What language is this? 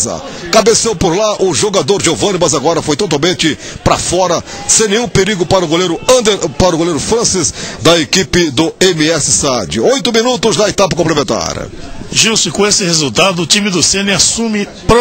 Portuguese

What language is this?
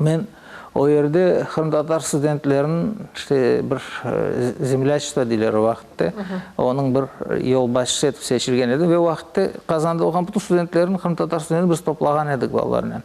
Crimean Tatar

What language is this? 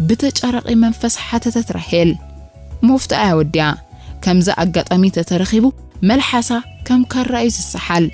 Tigrinya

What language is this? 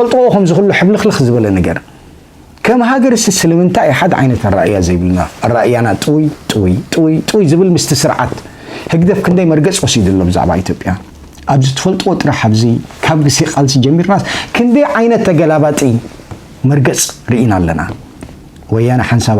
Tigrinya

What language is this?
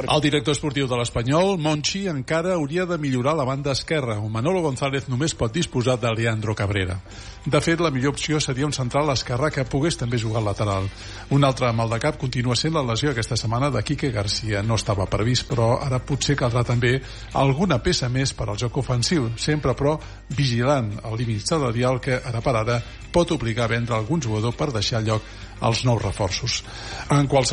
Catalan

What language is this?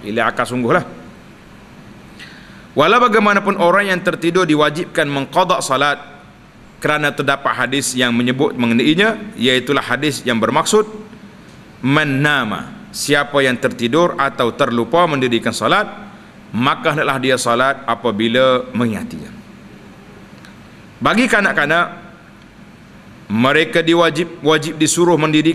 Malay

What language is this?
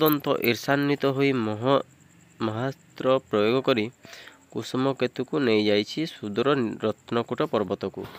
Odia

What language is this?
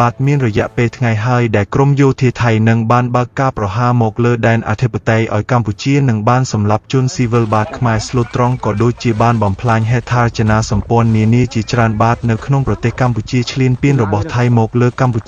Khmer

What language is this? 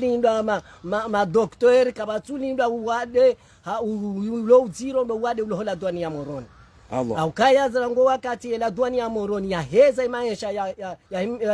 Ngazidja Comorian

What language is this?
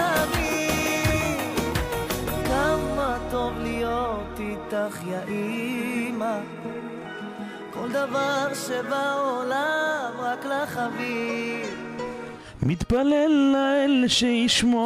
Hebrew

